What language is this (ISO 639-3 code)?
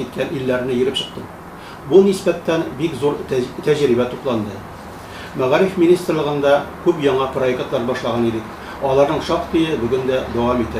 tat